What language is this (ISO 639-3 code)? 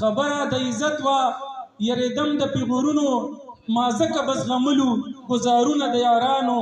pus